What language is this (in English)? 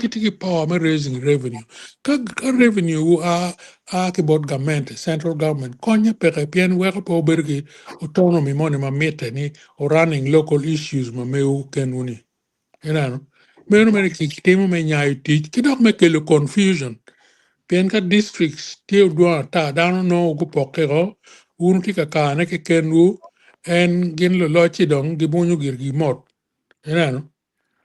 Acoli